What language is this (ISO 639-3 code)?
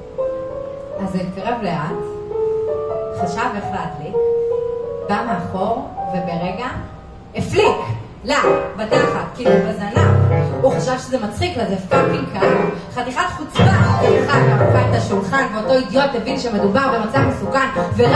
heb